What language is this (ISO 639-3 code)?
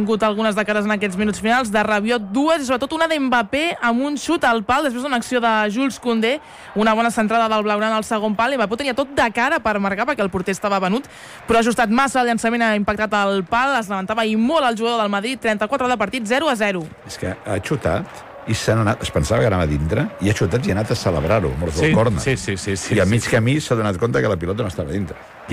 cat